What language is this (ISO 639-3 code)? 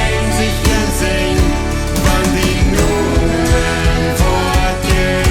pdt